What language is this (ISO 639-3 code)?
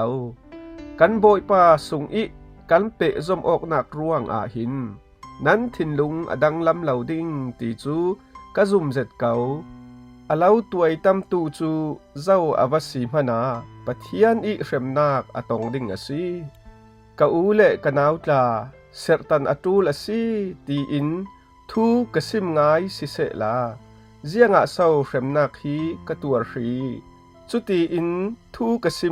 cfm